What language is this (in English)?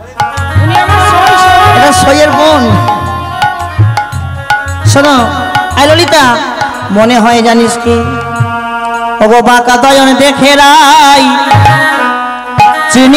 Bangla